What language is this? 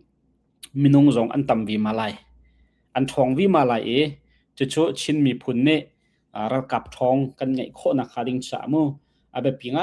Hakha Chin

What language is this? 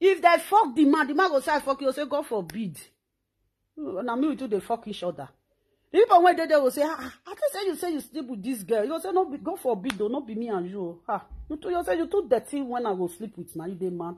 Nigerian Pidgin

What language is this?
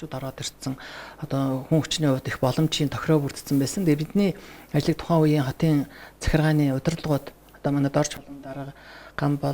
Mongolian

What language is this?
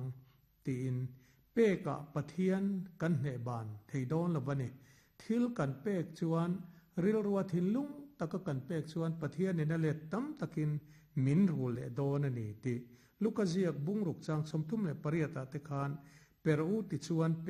Mizo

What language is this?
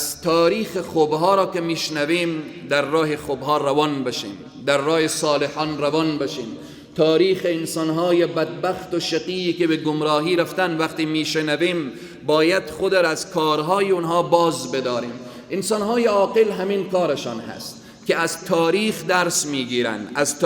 Persian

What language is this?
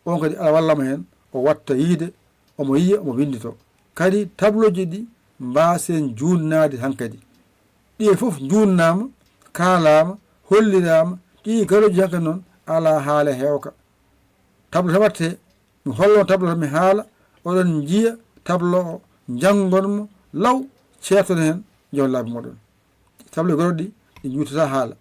Fula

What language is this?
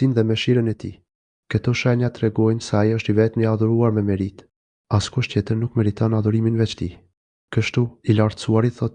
Albanian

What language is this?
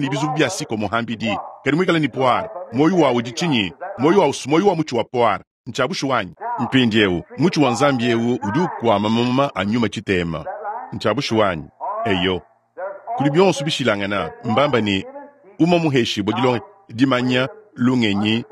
Luba-Lulua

